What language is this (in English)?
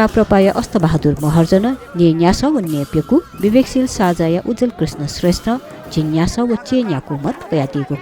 Newari